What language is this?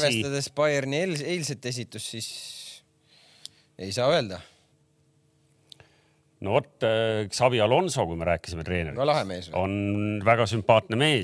Estonian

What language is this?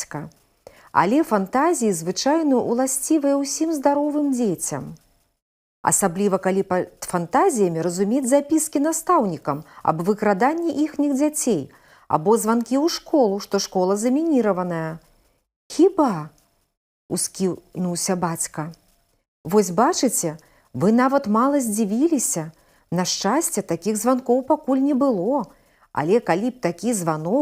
Belarusian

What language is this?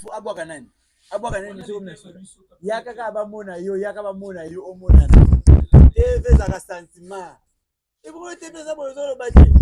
Lingala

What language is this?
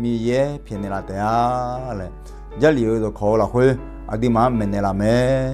Akha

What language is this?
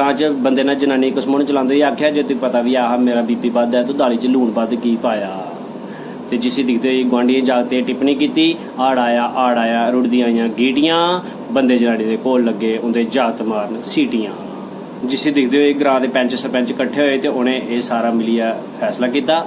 Dogri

